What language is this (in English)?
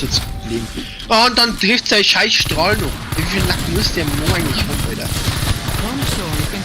Bavarian